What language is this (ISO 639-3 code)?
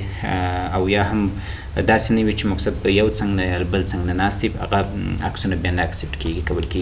pus